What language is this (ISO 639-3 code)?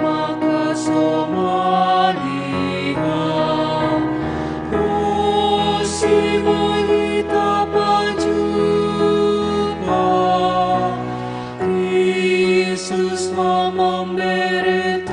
bts